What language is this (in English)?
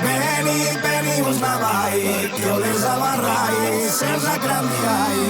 Sardinian